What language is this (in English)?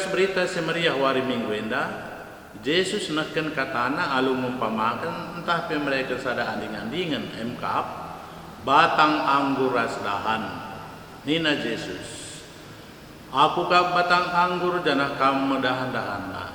Batak Karo